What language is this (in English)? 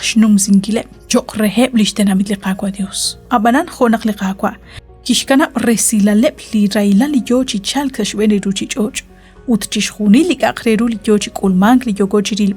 Kekchí